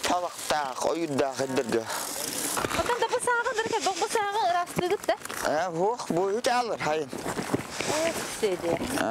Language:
Yakut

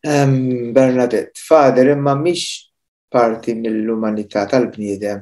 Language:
Maltese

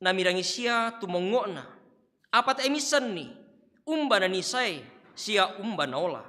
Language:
Toraja-Sa'dan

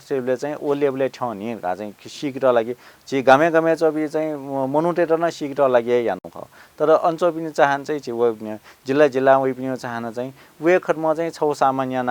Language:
Newari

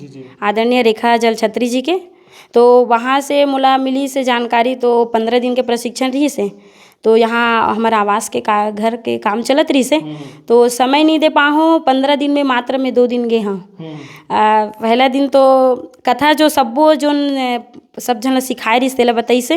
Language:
Chhattisgarhi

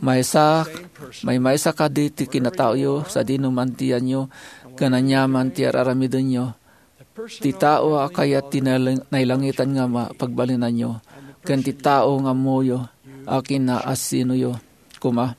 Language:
Iloko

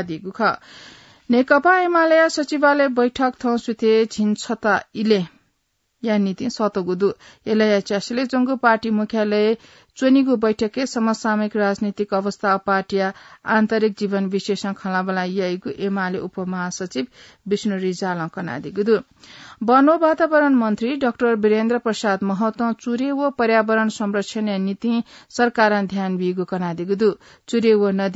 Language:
Newari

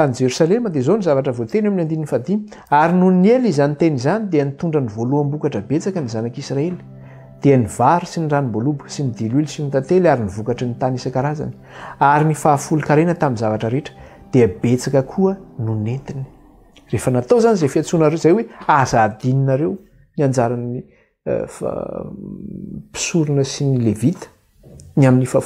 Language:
Malagasy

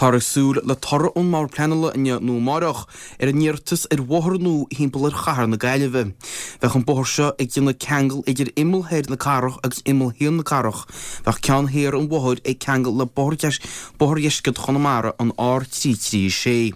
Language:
Irish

